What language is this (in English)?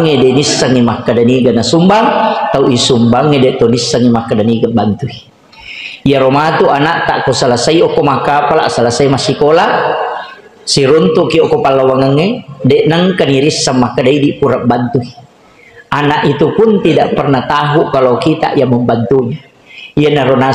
Buginese